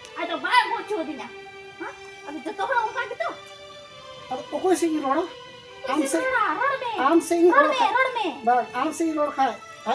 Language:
Santali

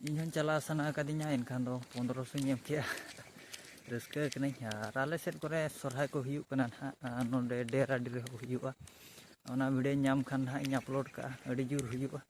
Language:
Santali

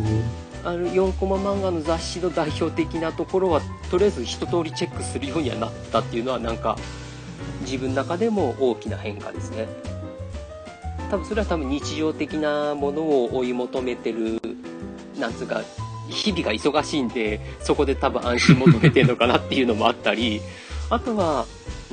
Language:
Japanese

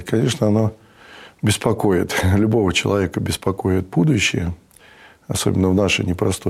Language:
Russian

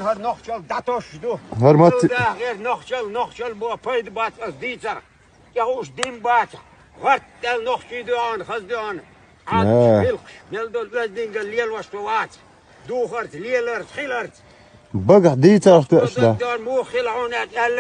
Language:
Chechen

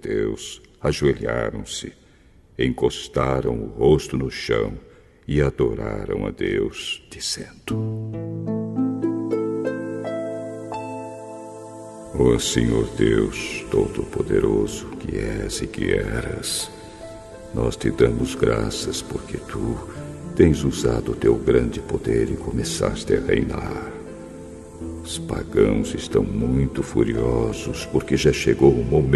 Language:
Portuguese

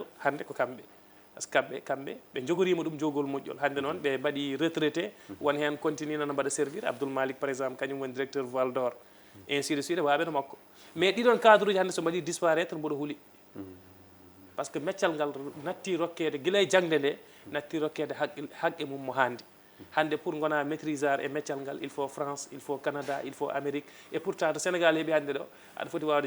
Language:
Fula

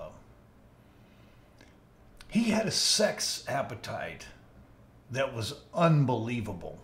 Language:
English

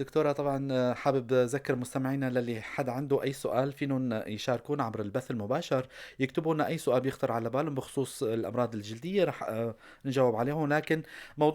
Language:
North Levantine Arabic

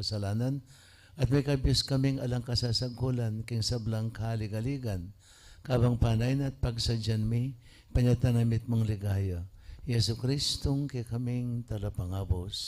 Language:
Pampanga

